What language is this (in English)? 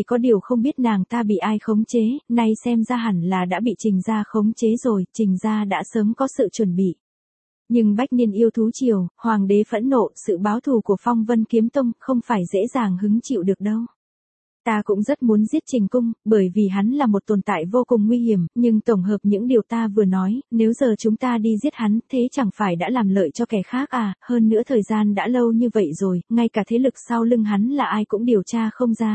Vietnamese